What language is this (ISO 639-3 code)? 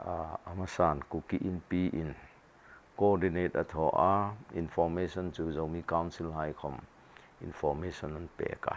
hmr